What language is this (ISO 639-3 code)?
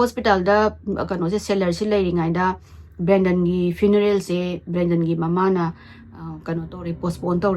mni